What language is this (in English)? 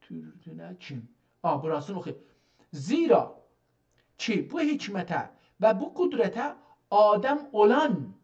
South Azerbaijani